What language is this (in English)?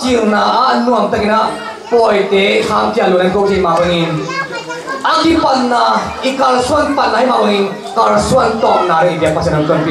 Tedim Chin